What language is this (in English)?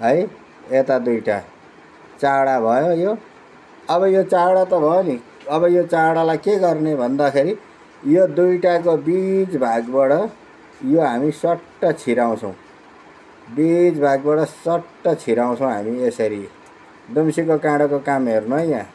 Nepali